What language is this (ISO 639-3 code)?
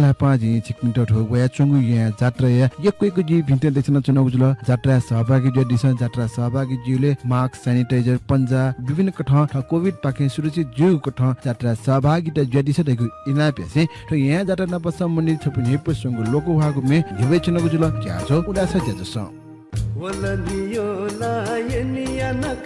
new